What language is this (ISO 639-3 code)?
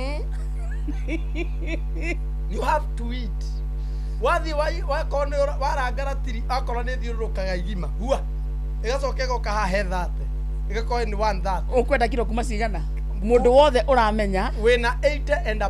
kik